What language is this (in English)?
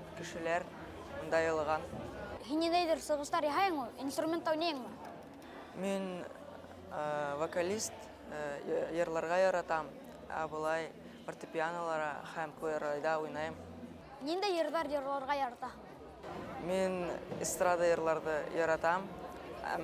Bashkir